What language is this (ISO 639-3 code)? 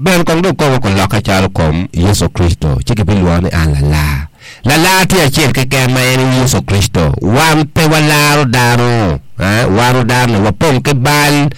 ach